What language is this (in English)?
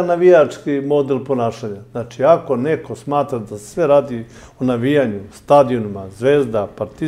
Serbian